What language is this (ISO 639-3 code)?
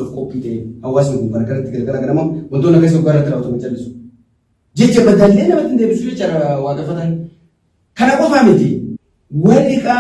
orm